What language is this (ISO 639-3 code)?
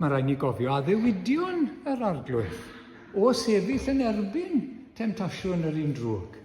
cym